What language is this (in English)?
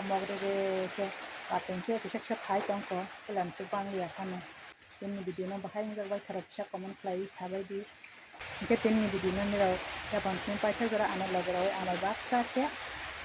Kok Borok